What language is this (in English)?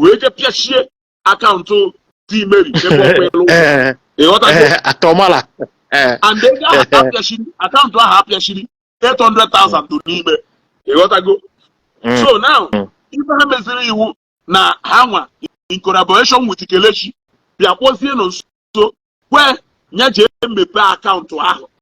Igbo